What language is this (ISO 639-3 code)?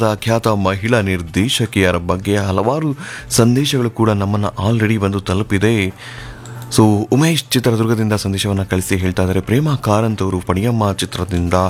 kan